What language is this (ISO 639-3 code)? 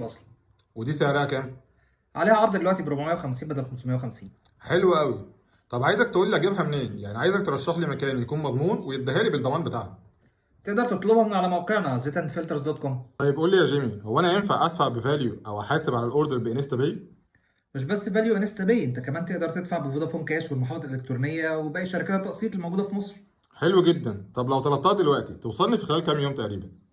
arz